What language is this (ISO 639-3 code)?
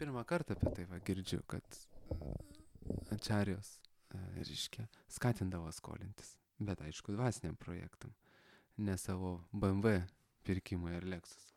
lit